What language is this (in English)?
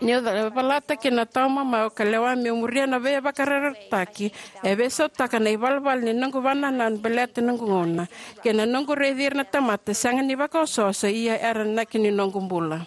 Fijian